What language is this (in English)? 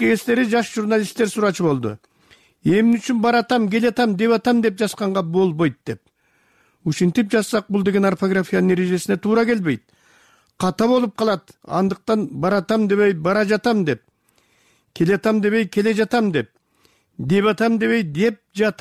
Kyrgyz